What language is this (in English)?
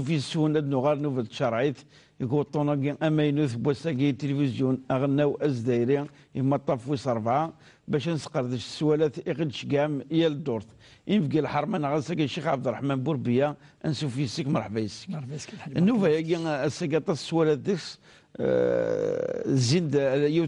Kabyle